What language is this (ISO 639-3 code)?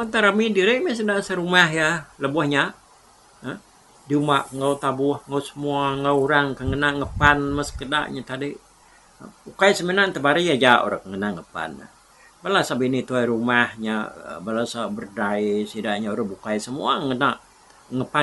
iba